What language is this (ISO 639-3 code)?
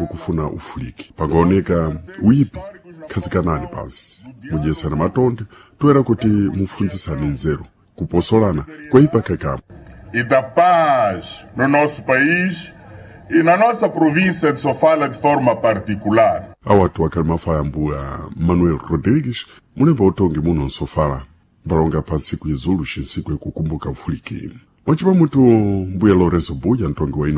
seh